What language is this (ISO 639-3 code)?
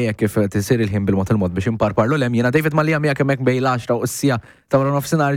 mlt